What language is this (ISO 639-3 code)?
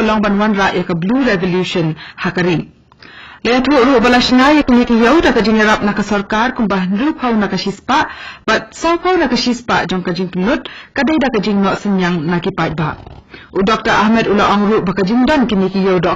kha